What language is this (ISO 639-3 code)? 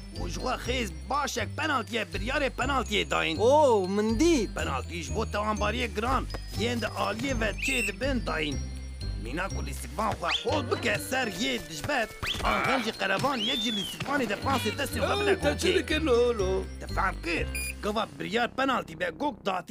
kur